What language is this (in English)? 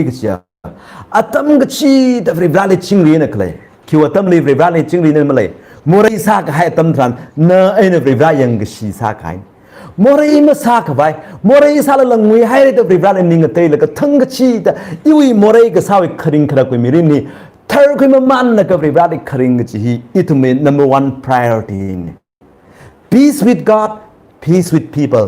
Tangkhul Naga (India)